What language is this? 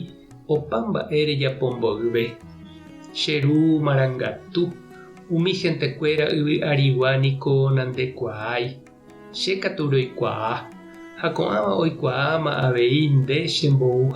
Guarani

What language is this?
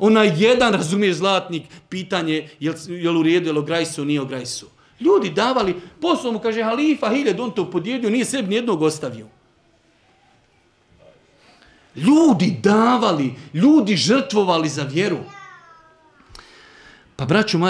Bosnian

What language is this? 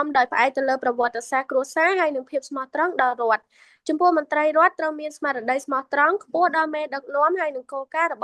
Khmer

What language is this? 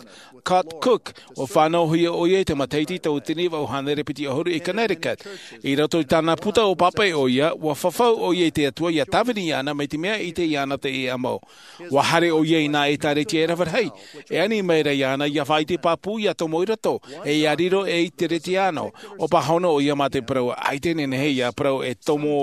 Tahitian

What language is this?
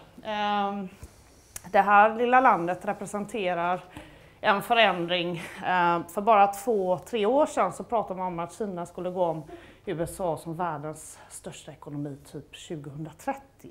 Swedish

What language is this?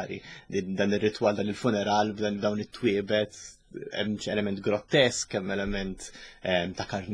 Maltese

